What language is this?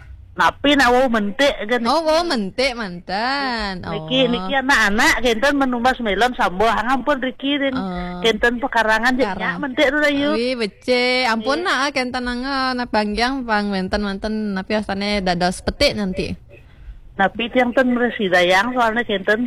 Balinese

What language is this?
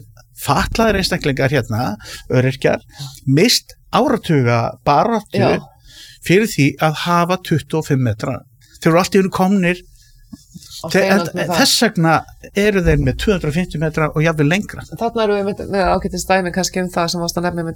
Icelandic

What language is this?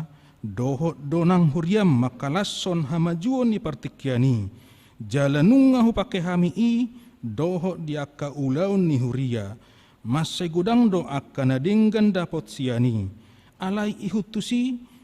Batak Toba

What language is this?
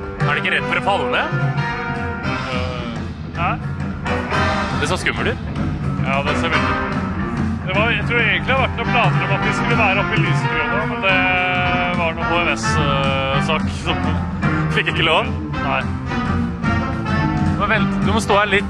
Norwegian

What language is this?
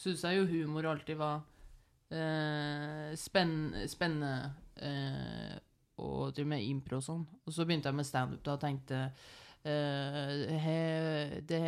Norwegian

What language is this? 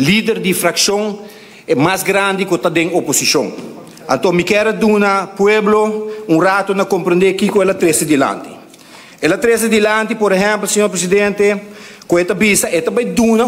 Papiamento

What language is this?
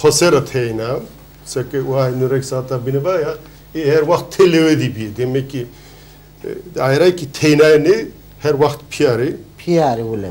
Zaza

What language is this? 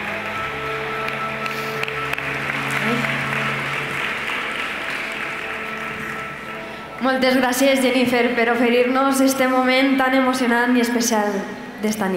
Catalan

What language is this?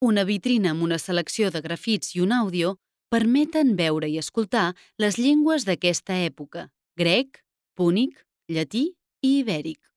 Catalan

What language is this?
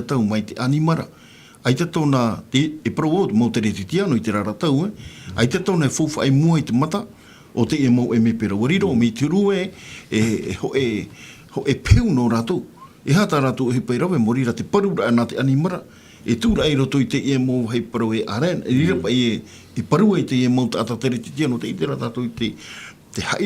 Tahitian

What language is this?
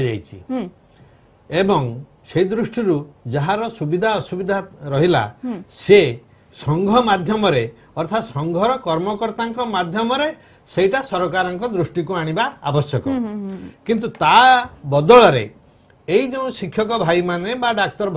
Odia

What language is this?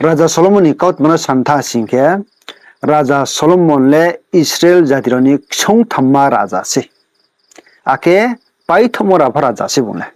Riang (India)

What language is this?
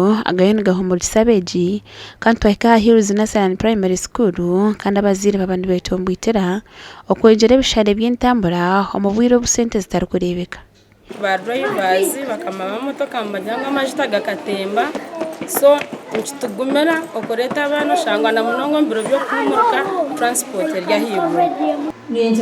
Nyankole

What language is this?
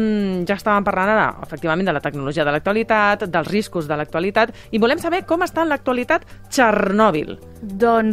Catalan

